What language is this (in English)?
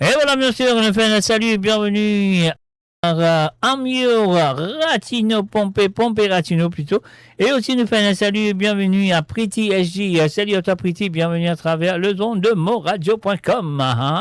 Morisyen